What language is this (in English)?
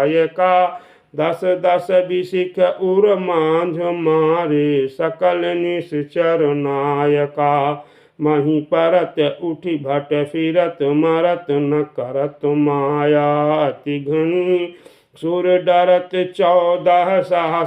Awadhi